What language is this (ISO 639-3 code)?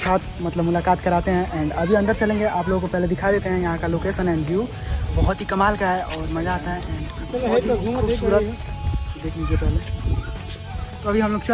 hin